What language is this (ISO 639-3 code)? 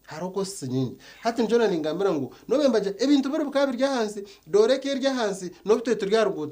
nyn